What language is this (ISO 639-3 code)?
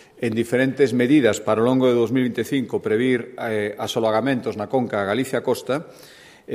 glg